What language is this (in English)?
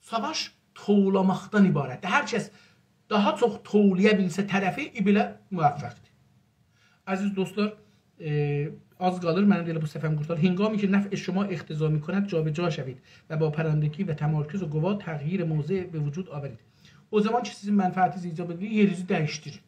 South Azerbaijani